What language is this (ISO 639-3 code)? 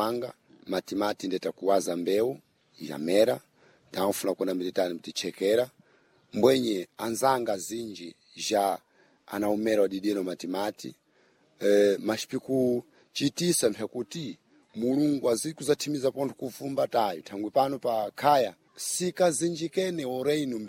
seh